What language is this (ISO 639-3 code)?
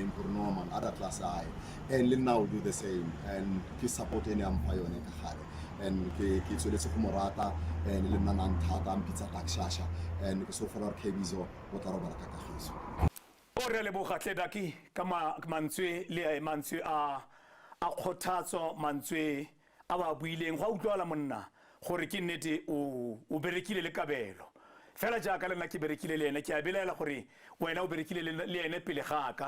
tsn